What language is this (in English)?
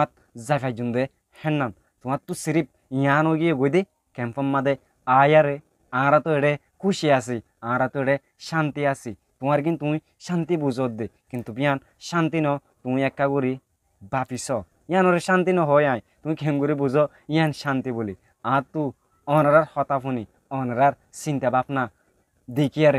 Rohingya